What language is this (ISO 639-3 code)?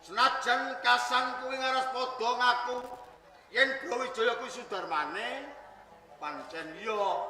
jav